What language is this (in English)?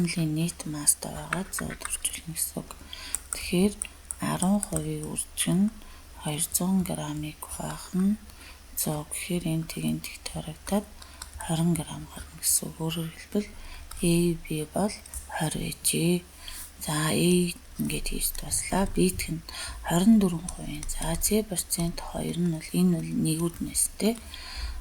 Mongolian